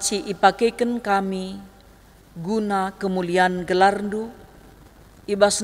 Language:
Batak Karo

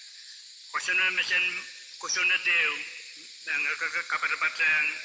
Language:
Pohnpeian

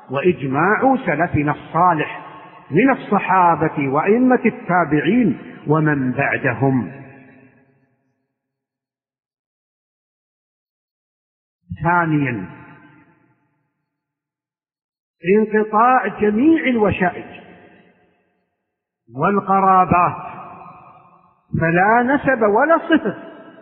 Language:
Arabic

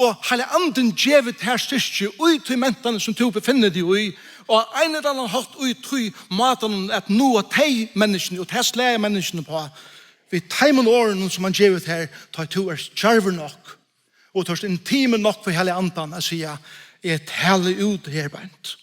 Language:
Faroese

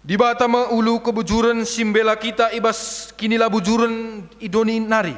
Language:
Batak Karo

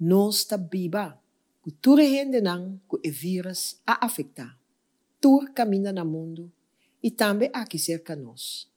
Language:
Papiamento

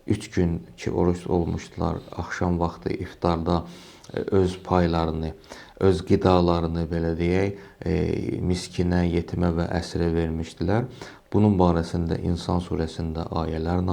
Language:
Azerbaijani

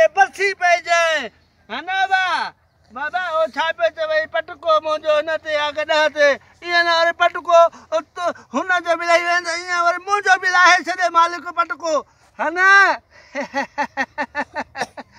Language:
Sindhi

